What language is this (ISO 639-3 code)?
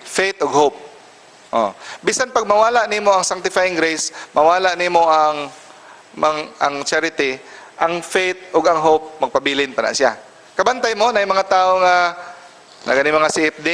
ceb